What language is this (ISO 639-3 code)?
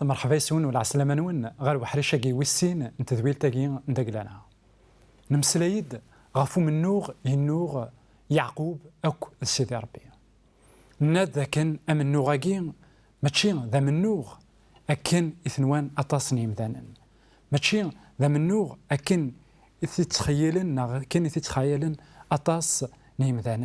kab